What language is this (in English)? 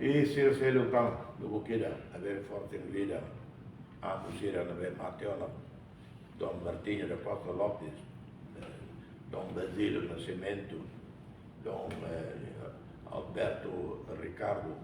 Tetum